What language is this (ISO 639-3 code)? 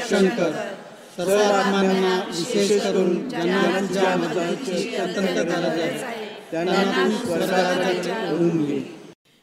mar